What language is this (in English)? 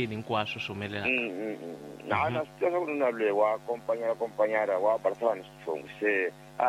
Tsonga